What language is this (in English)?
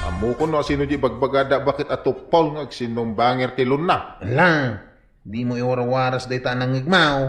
Iloko